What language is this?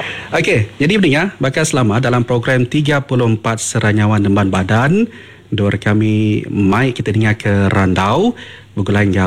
Iban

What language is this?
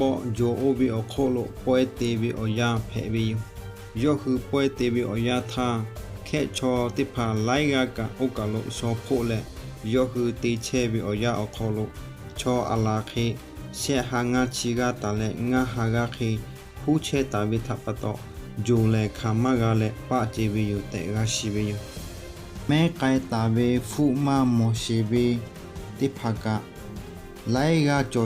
Lahu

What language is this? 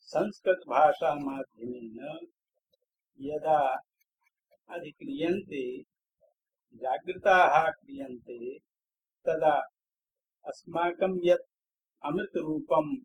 Sanskrit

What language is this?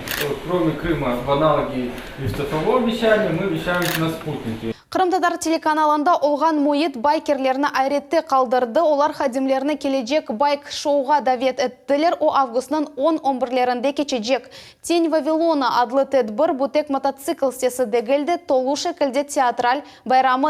Crimean Tatar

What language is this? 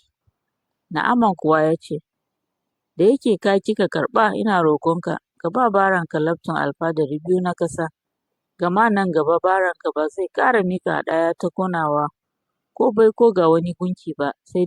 Hausa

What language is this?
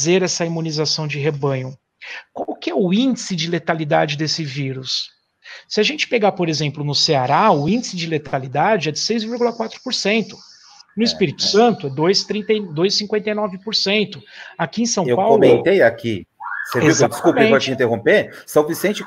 Portuguese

